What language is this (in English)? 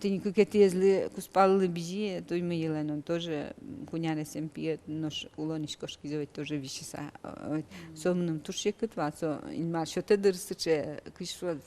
Udmurt